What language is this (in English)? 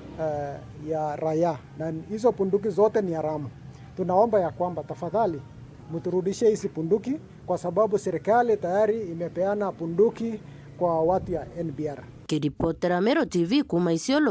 Meru